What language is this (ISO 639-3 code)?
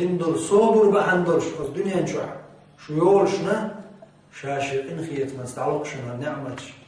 che